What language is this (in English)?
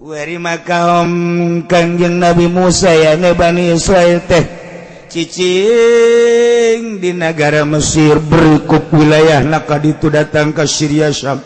Sundanese